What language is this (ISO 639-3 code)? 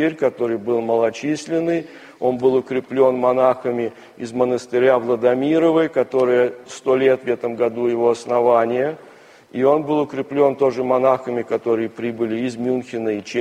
rus